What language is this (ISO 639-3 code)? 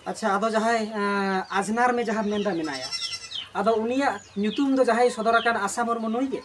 sat